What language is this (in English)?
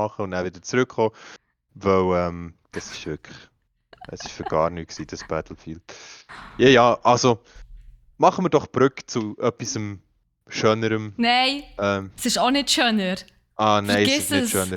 Swiss German